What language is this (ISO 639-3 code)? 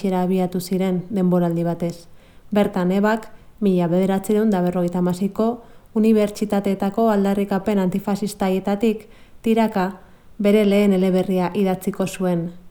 eus